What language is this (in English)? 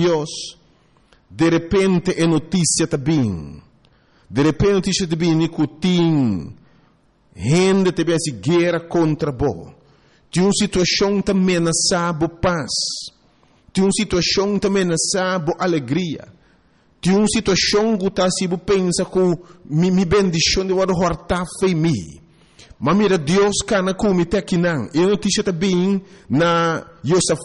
Papiamento